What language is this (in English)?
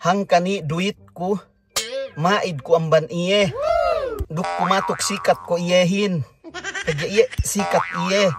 Yakan